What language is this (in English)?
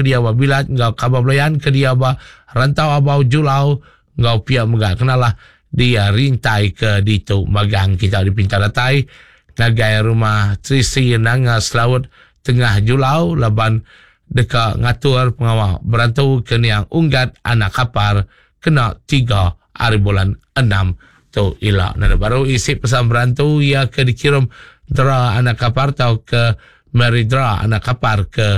Iban